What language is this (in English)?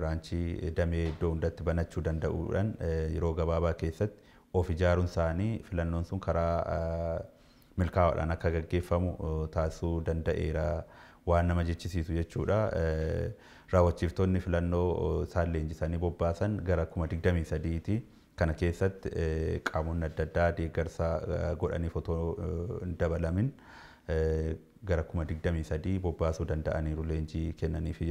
Oromo